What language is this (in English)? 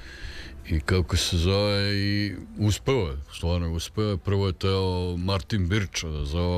Serbian